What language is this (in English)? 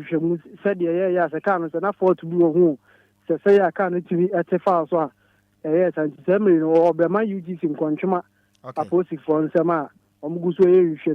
Akan